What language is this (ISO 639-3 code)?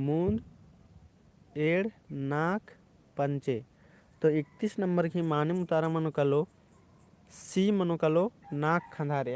kru